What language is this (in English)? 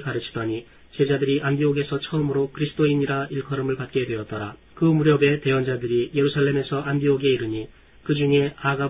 Korean